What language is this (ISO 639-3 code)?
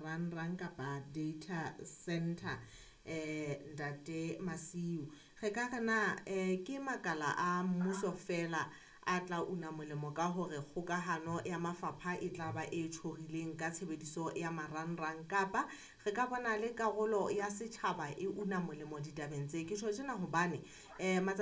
sot